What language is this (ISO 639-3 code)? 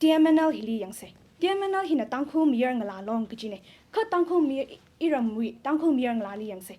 nmf